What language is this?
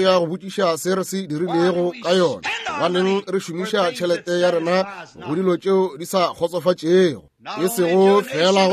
Northern Sotho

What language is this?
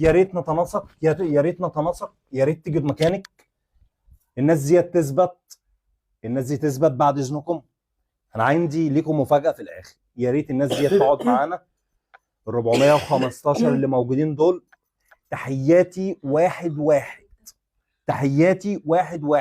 Egyptian Arabic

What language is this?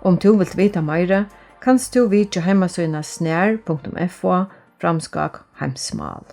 Faroese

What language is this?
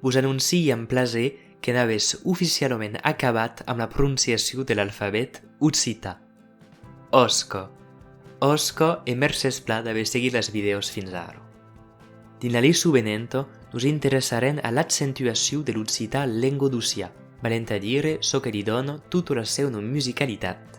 Occitan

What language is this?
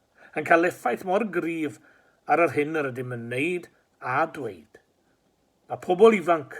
Welsh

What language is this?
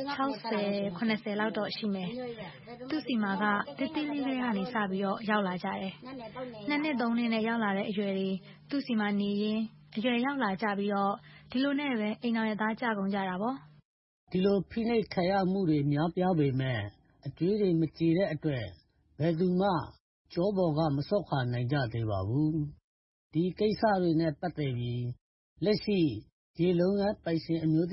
Burmese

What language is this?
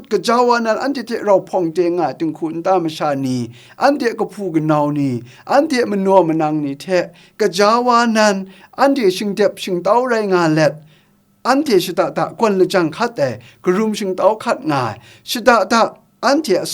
Kachin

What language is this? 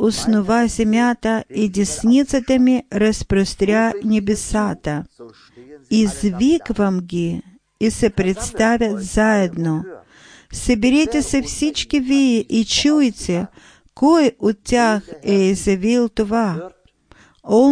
Bulgarian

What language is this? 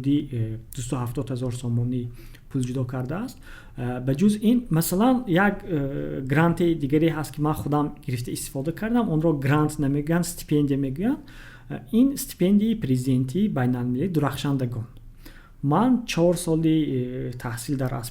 Tajik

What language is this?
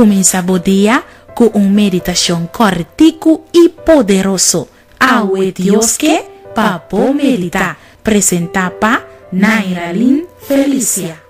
Papiamento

